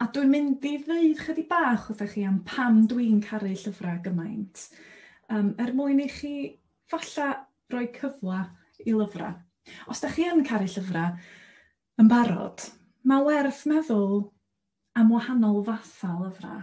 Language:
Welsh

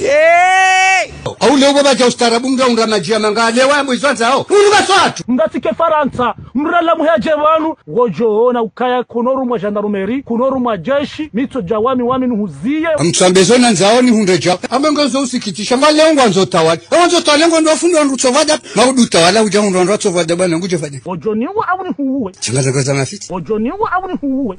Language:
Ngazidja Comorian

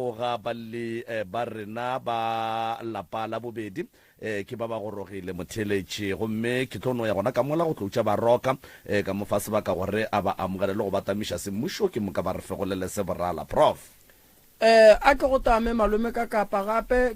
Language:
Northern Sotho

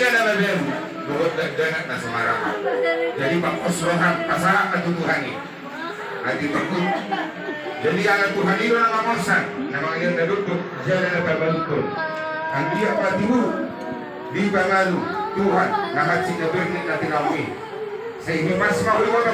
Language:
Batak Toba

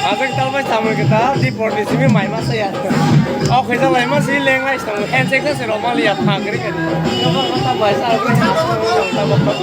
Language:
Kok Borok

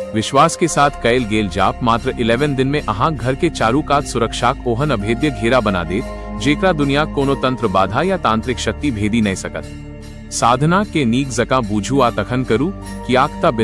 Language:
Maithili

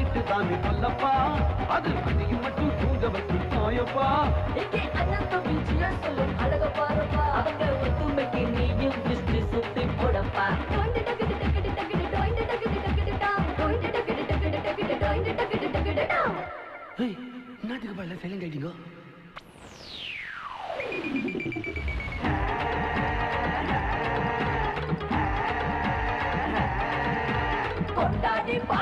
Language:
Tamil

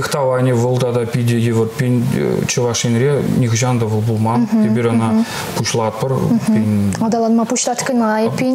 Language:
Chuvash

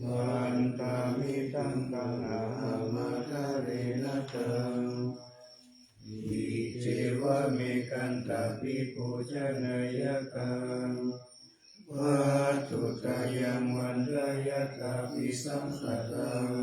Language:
Pali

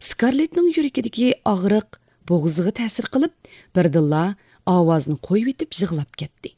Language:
Uyghur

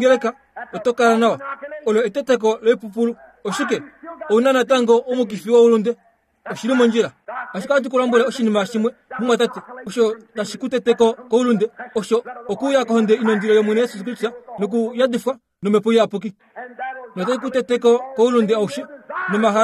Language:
Kuanyama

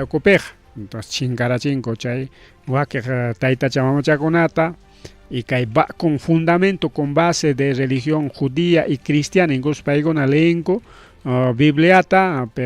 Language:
Ayacucho Quechua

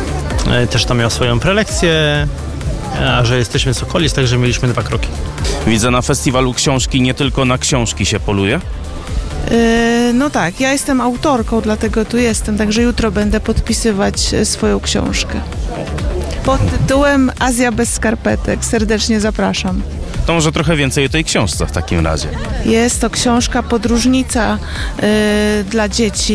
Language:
Polish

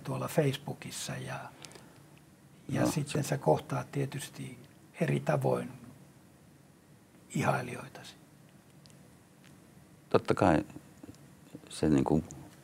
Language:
Finnish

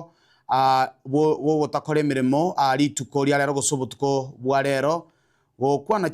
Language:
Gusii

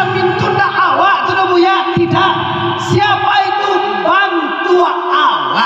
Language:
Minangkabau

